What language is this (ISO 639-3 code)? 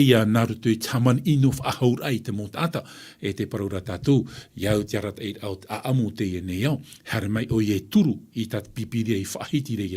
tah